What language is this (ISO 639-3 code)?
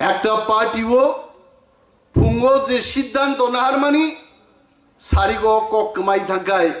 trp